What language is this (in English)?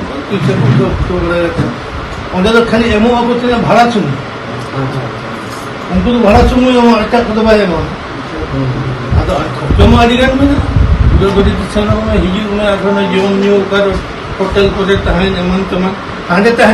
Santali